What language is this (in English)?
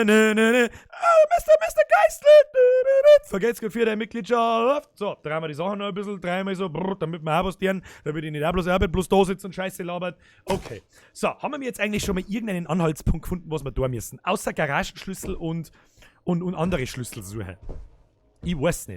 Bavarian